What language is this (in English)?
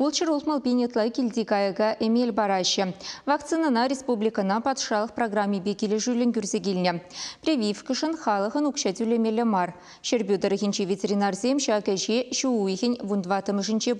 Chuvash